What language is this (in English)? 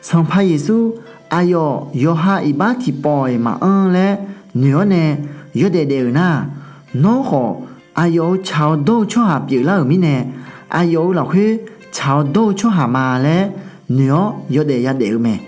Akha